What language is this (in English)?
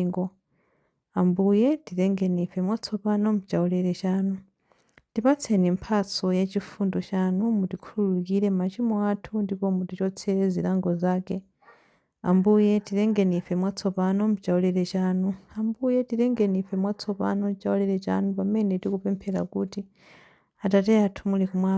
Nyanja